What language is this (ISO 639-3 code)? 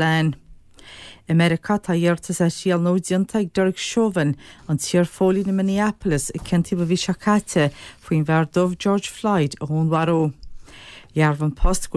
gle